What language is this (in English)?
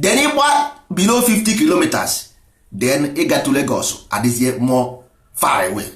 Igbo